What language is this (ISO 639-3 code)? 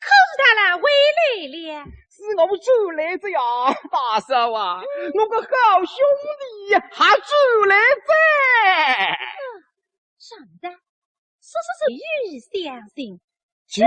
wuu